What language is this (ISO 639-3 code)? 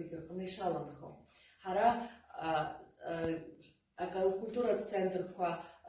abk